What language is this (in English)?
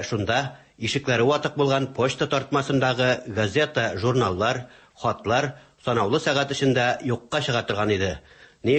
Tatar